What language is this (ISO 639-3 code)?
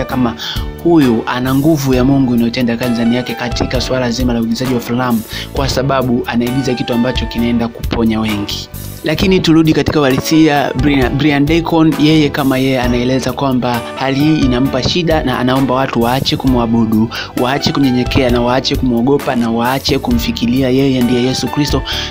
swa